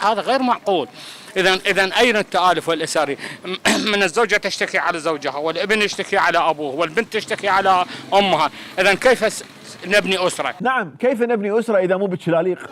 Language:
Mesopotamian Arabic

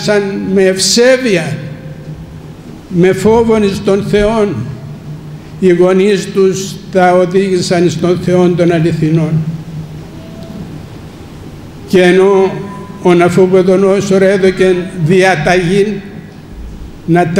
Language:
Greek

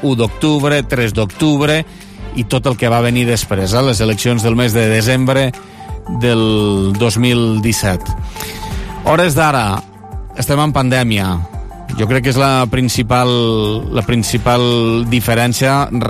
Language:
Catalan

